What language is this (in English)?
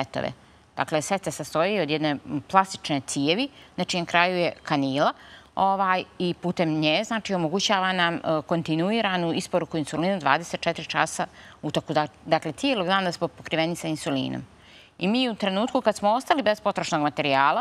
Bosnian